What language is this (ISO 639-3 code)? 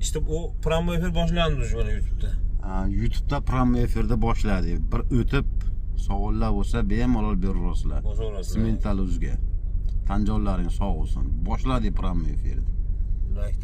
uzb